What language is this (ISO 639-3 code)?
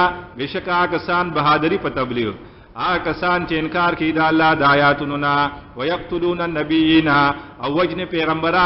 pus